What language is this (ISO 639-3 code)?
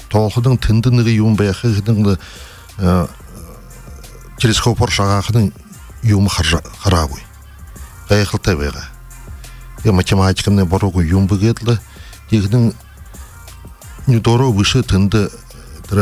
bua